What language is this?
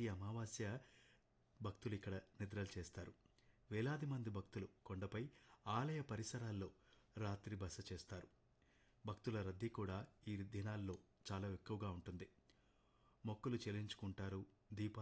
Telugu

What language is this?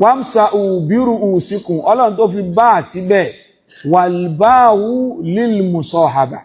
Yoruba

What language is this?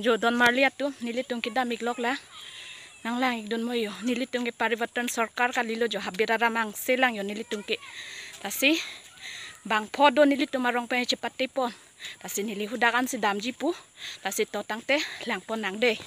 Karbi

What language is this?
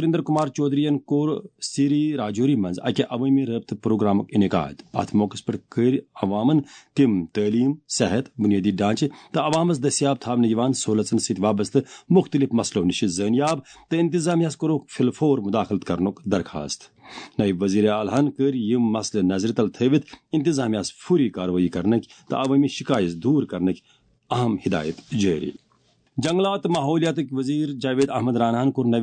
Kashmiri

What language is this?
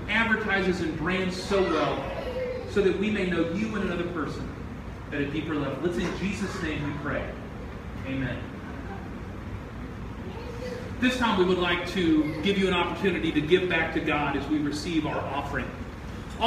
English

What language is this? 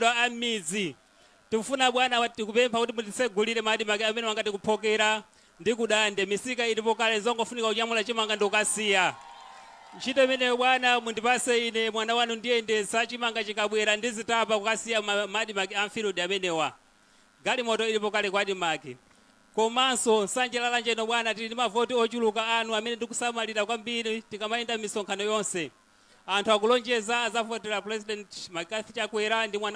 Nyanja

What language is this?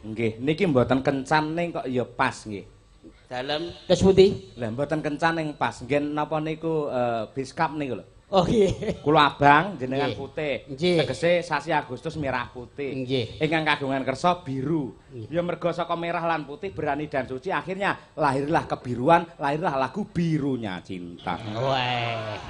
Javanese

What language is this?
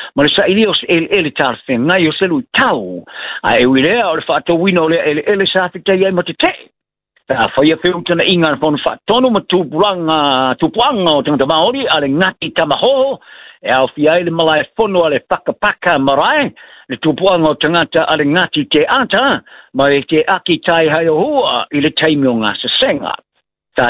Samoan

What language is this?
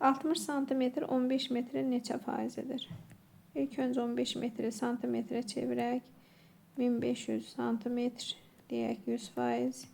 Azerbaijani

